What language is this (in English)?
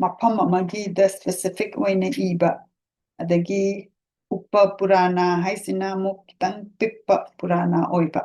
Manipuri